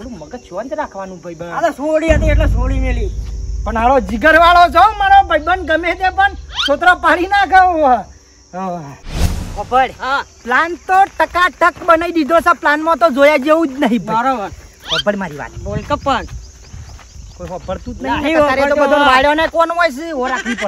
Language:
Gujarati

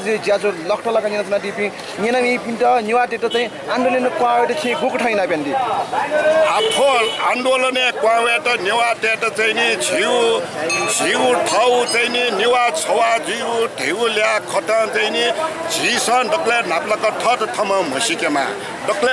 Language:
Newari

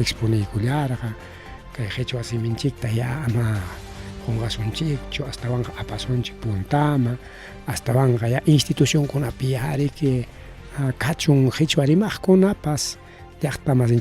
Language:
Ayacucho Quechua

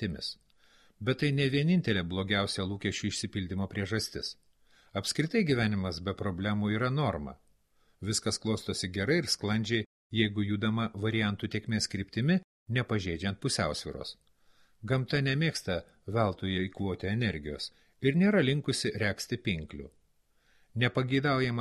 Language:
Lithuanian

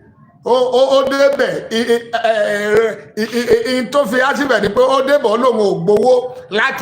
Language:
Yoruba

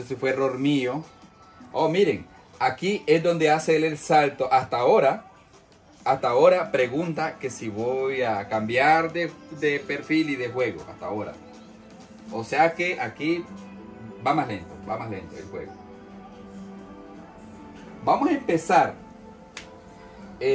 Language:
Spanish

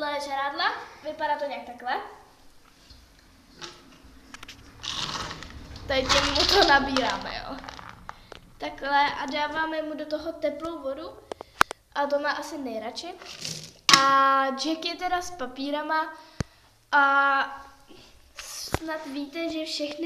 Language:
Czech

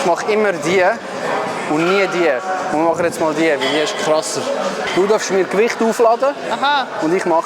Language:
Swiss German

